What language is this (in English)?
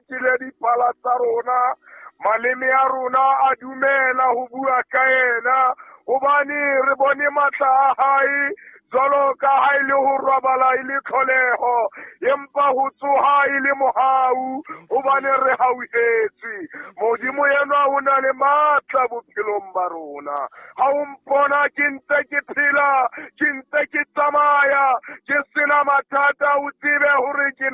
Southern Sotho